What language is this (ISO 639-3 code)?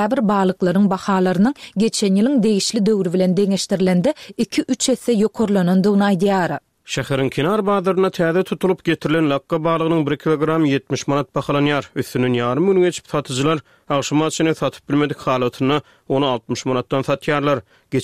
tuk